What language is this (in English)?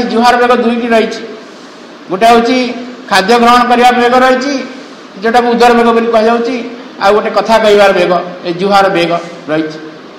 Odia